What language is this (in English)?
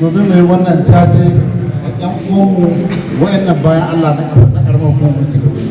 Hausa